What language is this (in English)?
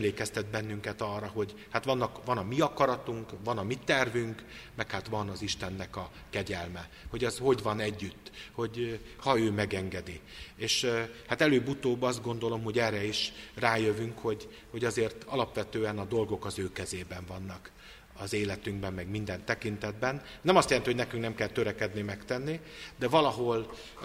Hungarian